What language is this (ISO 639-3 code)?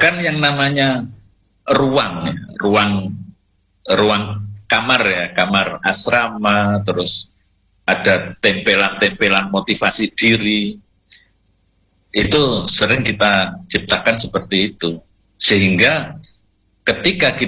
ind